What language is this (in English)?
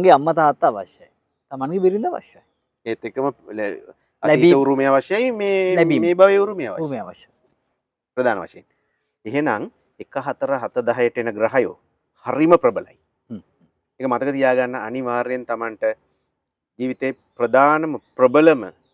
Sinhala